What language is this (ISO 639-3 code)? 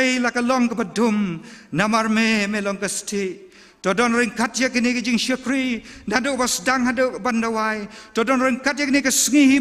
kha